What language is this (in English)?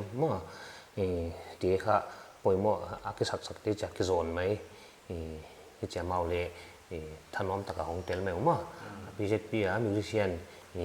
Paite Chin